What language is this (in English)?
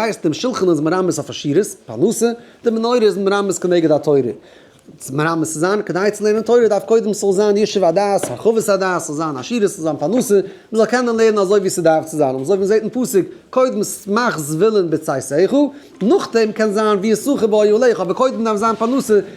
Yiddish